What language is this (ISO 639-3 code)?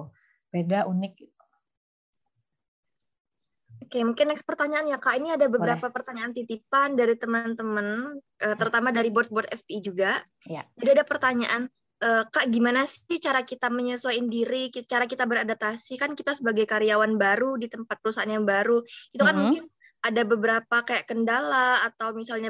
ind